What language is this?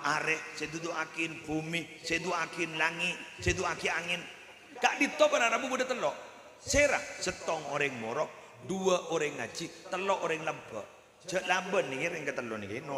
Madurese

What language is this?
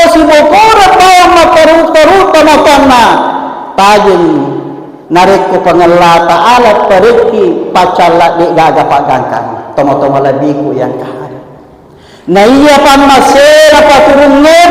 Buginese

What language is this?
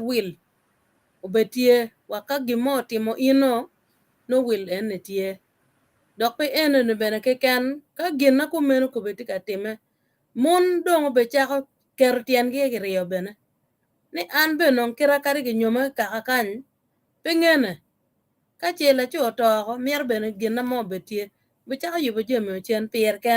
Acoli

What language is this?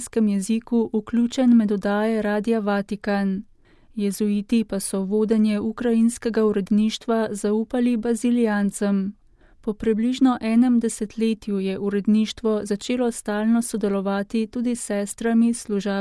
Slovenian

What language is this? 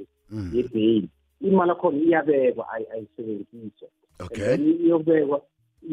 South Ndebele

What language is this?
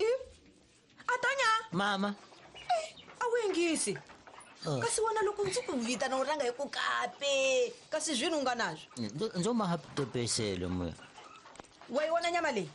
Tsonga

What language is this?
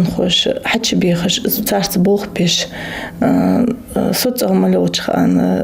Ingush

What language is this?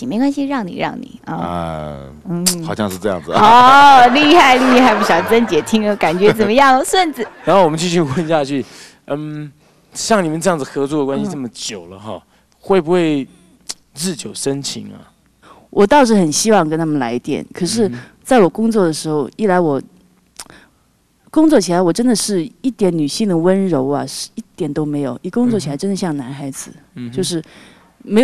Chinese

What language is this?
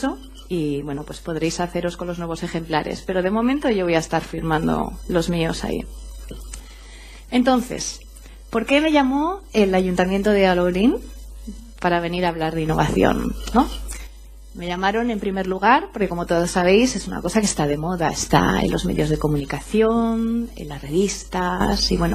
Spanish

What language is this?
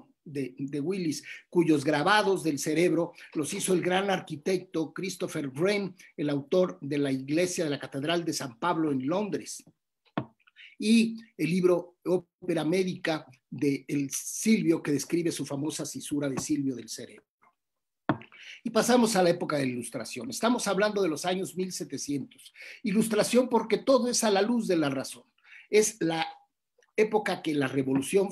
Spanish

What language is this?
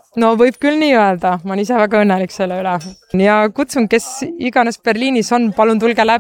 Estonian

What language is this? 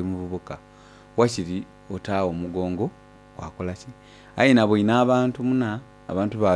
Soga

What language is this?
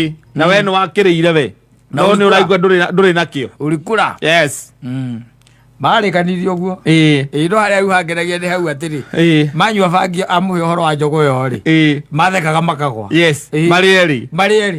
Kikuyu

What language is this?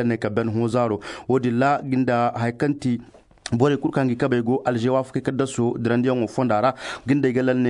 Zarma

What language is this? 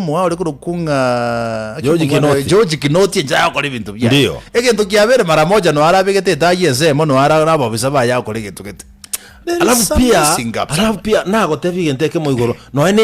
Gusii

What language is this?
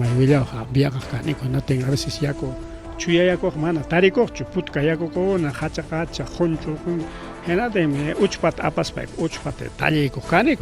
Ayacucho Quechua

